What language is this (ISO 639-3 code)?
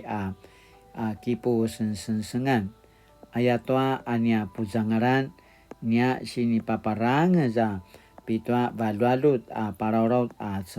pwn